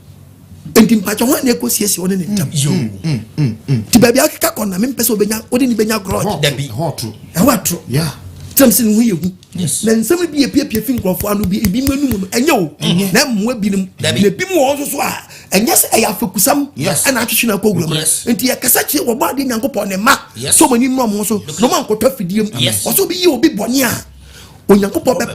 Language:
Akan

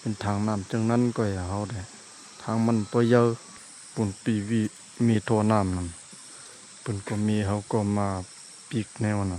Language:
Shan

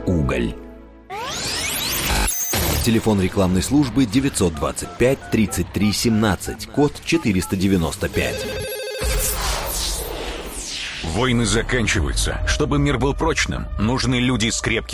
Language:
Russian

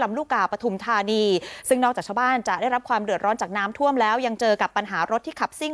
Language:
Thai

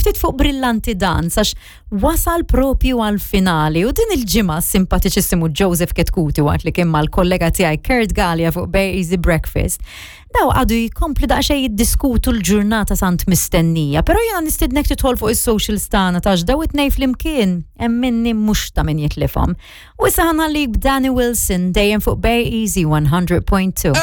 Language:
Maltese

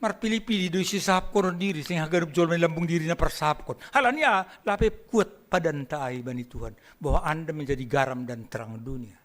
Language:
Batak Simalungun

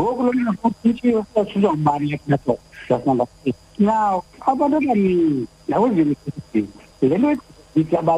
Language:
Xhosa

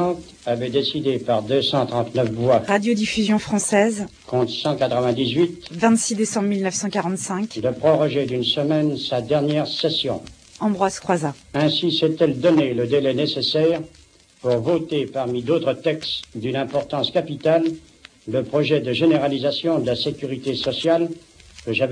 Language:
French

